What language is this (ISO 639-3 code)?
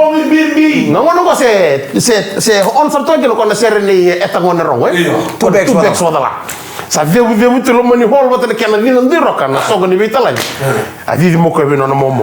fij